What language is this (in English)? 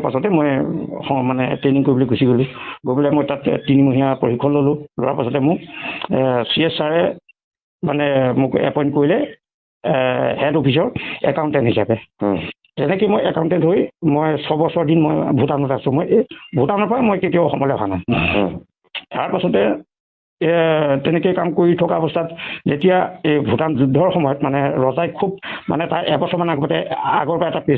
Assamese